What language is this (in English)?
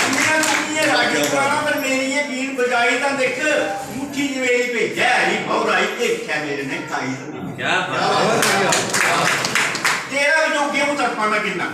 Dogri